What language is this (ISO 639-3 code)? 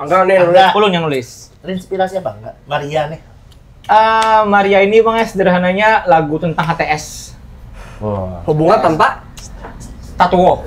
bjn